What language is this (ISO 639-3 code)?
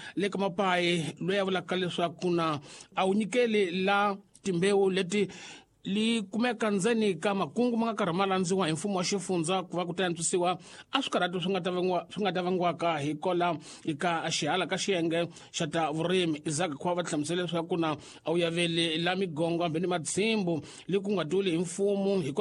tso